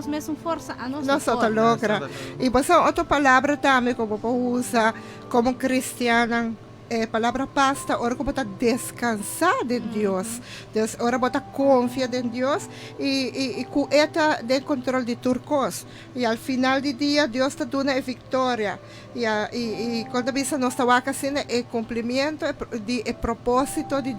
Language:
Papiamento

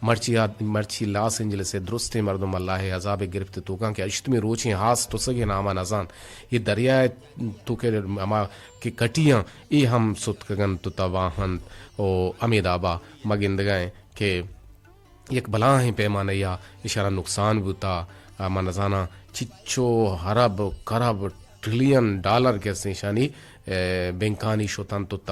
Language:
Eastern Balochi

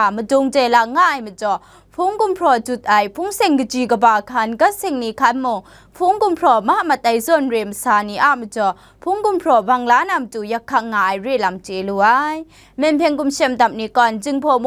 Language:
Kachin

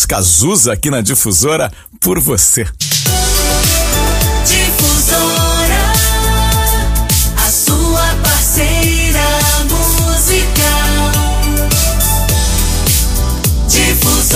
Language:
Portuguese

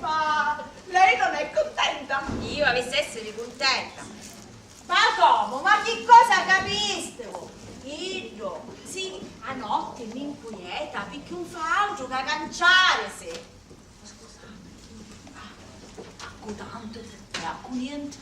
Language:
Sicilian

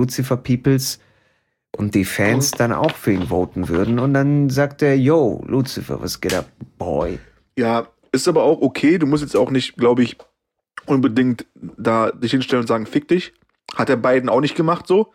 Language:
German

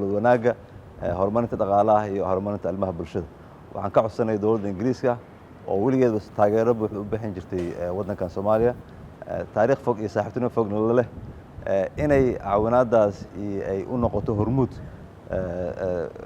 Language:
Somali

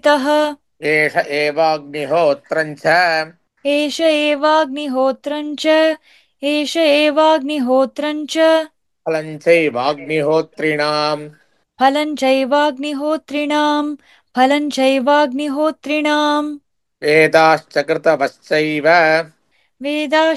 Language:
Sanskrit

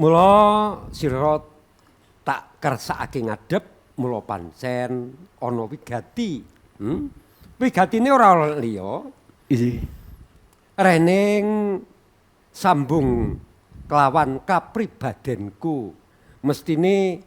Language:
Javanese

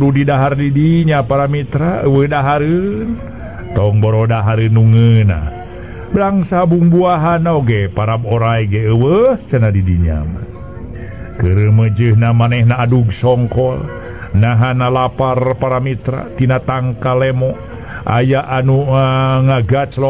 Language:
Sundanese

